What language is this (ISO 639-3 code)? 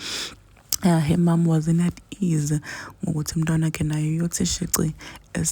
zul